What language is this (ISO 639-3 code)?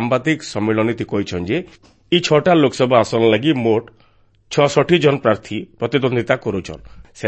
ori